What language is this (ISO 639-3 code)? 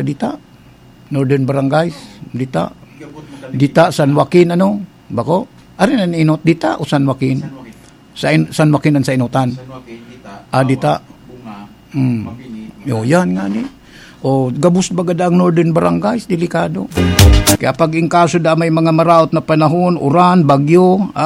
bik